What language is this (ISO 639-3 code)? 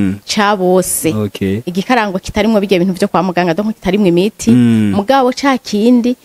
run